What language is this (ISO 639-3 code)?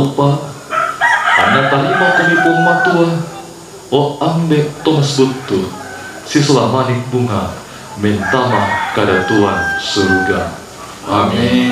sda